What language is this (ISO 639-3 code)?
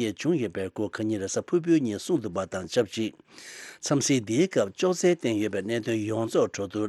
bod